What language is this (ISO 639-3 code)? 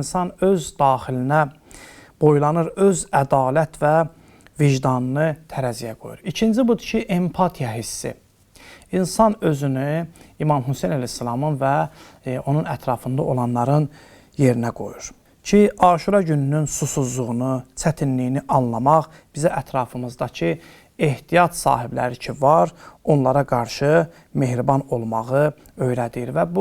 aze